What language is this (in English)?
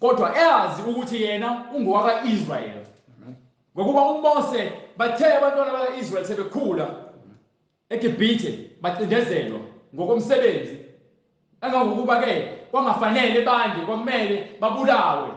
Zulu